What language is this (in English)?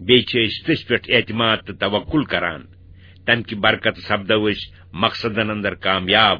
Kashmiri